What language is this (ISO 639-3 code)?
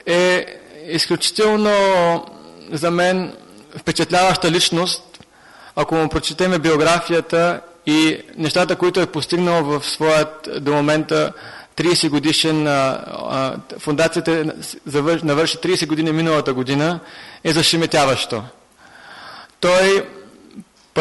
bul